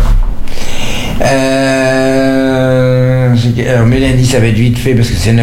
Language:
French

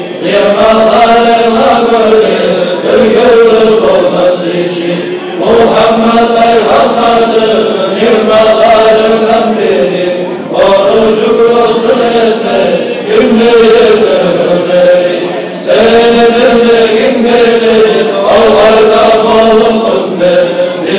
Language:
Kumyk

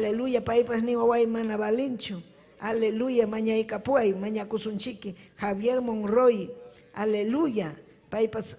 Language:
Ayacucho Quechua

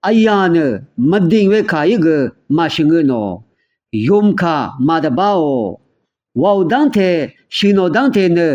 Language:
Rawang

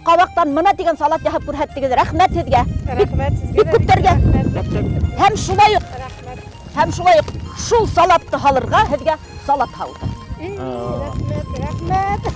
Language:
Bashkir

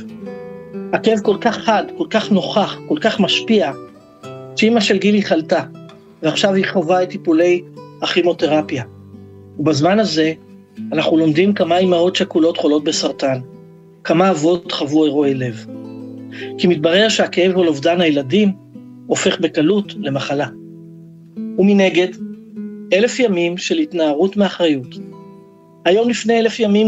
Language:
Hebrew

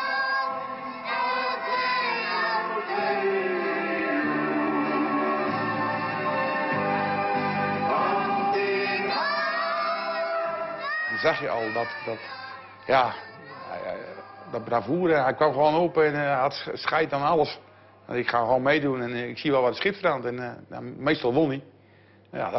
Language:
Dutch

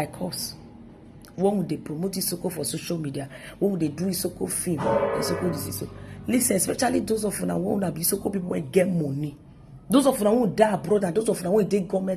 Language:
Nigerian Pidgin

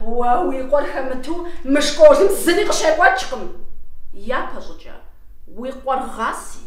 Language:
Kabardian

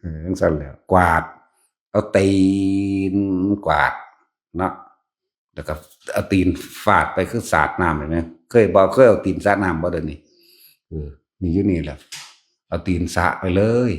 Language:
Northeastern Thai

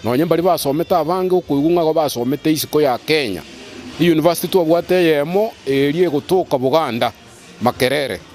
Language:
Gusii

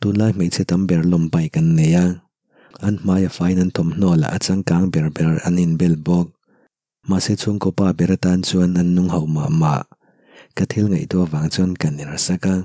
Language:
Mizo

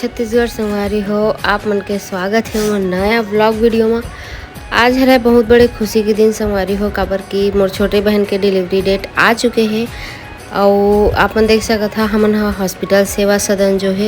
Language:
Chhattisgarhi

